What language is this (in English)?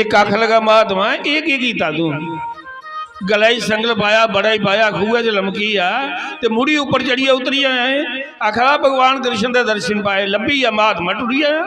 Dogri